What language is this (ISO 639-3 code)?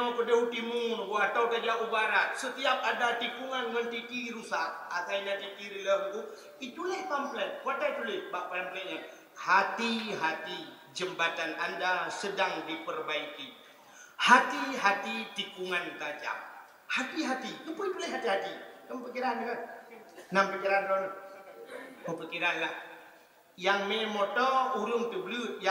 ace